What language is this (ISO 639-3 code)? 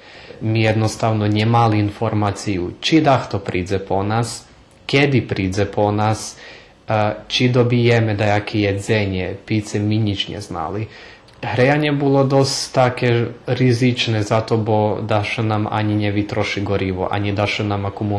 rue